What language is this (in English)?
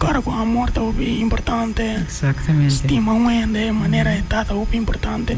Papiamento